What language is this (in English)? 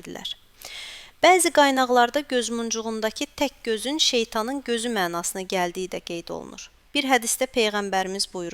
Azerbaijani